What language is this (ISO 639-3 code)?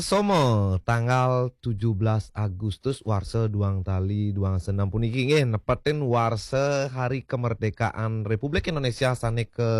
ban